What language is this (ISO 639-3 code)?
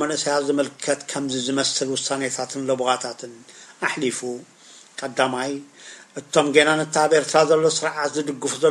tir